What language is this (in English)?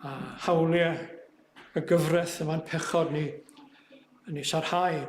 Welsh